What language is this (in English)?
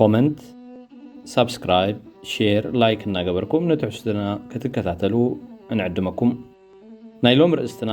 Tigrinya